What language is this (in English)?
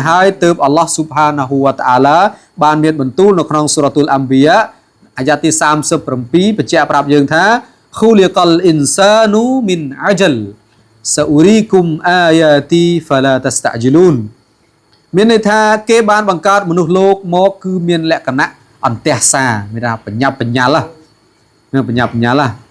Khmer